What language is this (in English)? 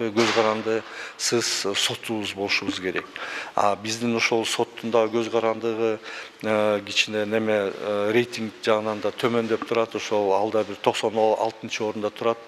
Kyrgyz